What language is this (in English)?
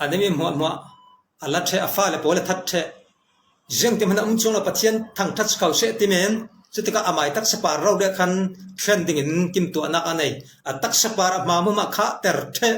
Falam Chin